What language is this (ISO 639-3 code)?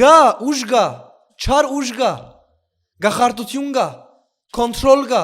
hyw